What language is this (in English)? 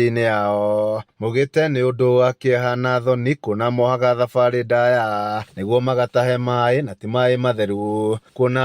Kikuyu